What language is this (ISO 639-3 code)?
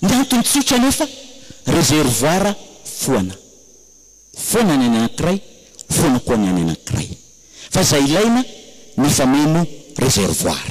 mlg